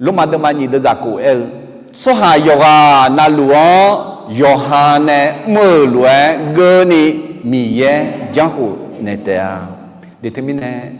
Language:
Akha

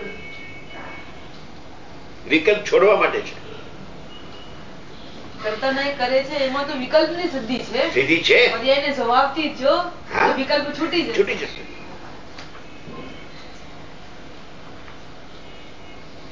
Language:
Gujarati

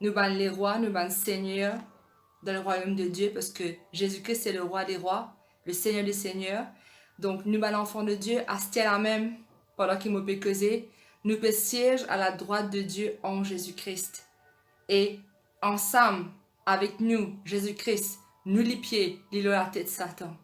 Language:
Morisyen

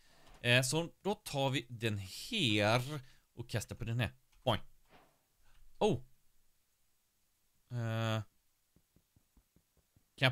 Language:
Swedish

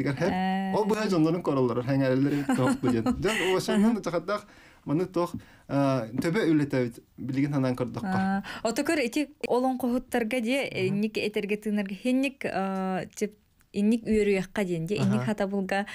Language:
Yakut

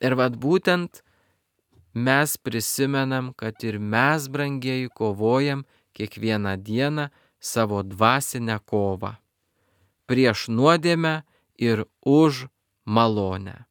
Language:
Lithuanian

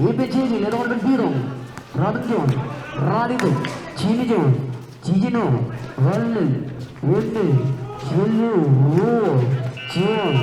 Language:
Marshallese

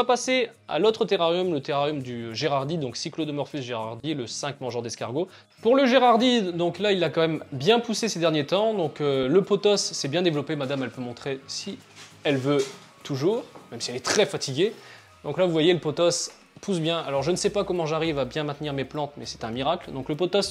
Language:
French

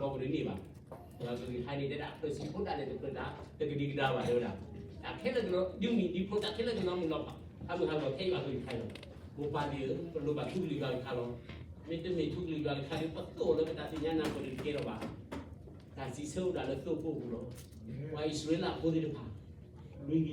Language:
S'gaw Karen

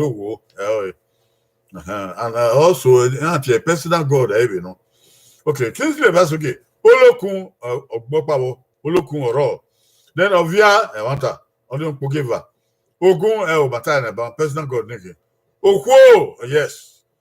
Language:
Bini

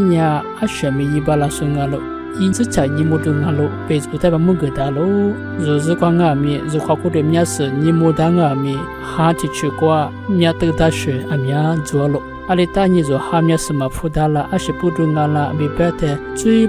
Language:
Lisu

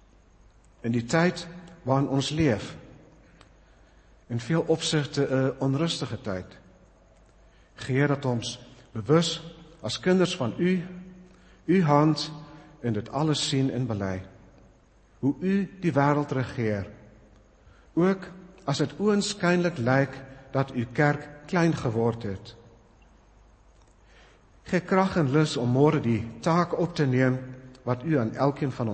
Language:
Afrikaans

